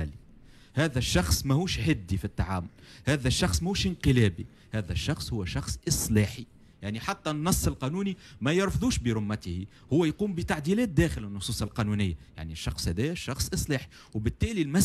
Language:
Tunisian Arabic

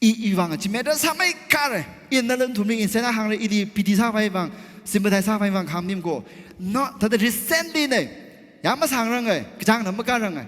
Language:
Tangkhul Naga (India)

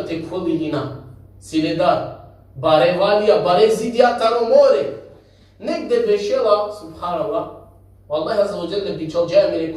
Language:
Balkan Romani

